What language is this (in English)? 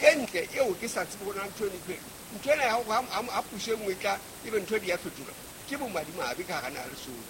Southern Sotho